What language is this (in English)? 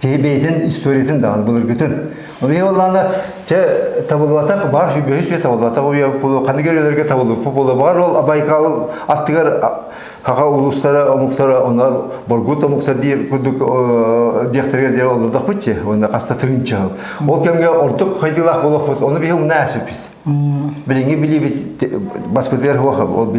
Yakut